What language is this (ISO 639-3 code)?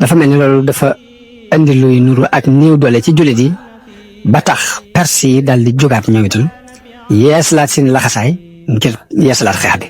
wol